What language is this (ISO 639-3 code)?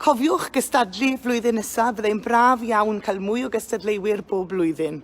cym